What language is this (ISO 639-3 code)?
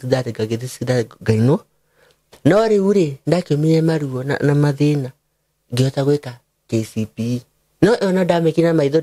kik